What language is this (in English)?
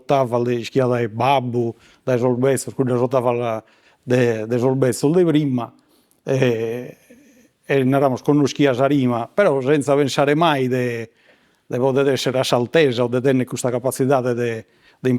Sardinian